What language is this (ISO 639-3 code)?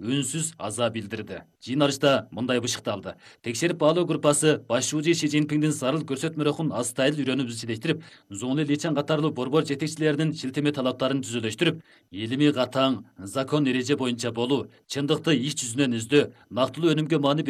kir